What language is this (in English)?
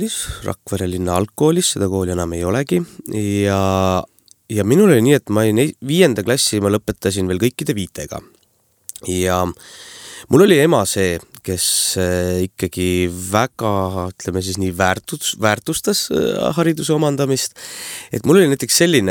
Estonian